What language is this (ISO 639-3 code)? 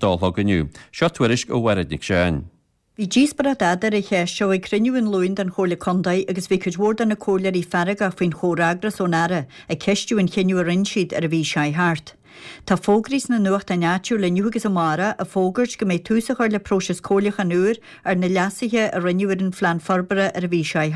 gle